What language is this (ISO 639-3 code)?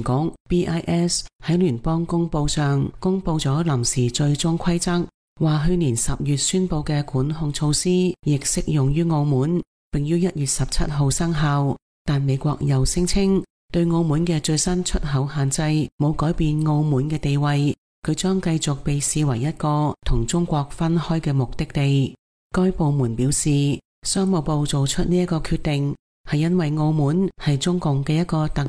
yue